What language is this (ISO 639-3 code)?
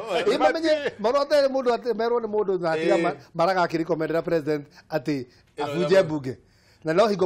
kik